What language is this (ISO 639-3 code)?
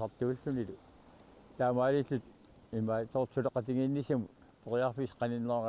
kal